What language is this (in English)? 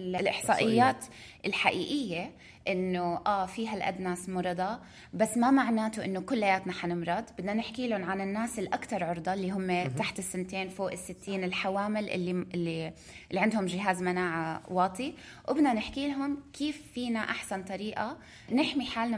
North Levantine Arabic